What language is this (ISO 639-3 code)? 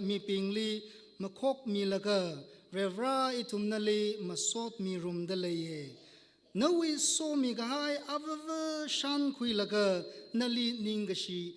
nmf